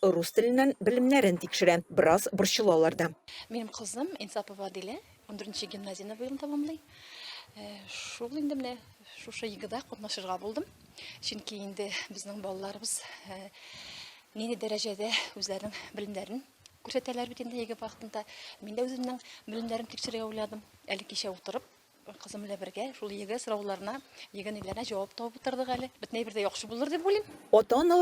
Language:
Tatar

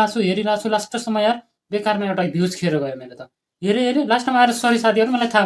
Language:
Nepali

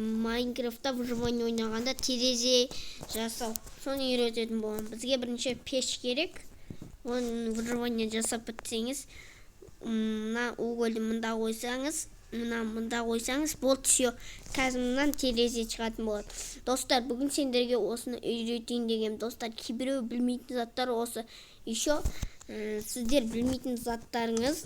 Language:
Kazakh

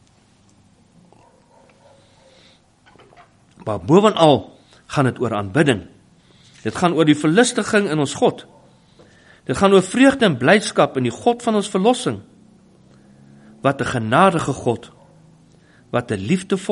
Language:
Afrikaans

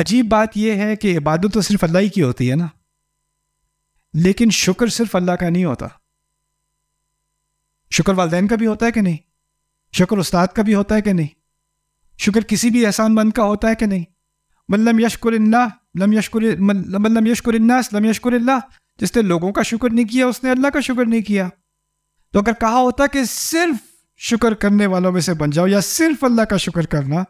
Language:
Urdu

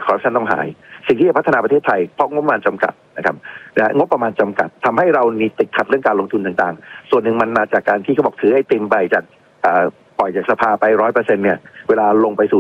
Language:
Thai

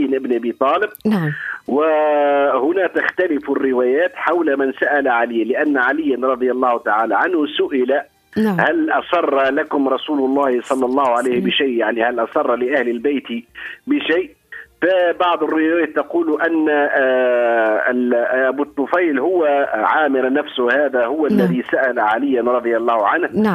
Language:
Arabic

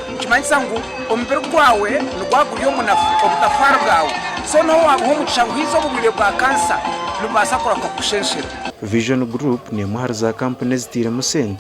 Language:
Nyankole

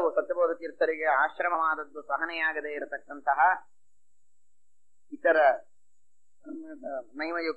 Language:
Kannada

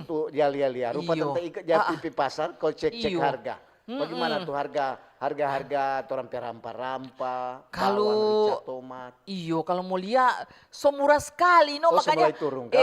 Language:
Manado Malay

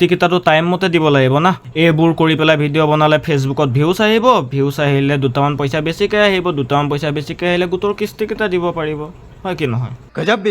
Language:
Assamese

